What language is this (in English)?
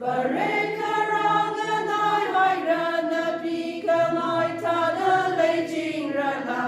Tangkhul Naga (India)